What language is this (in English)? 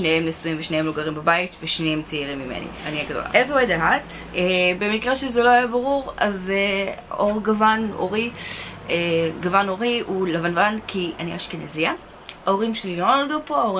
Hebrew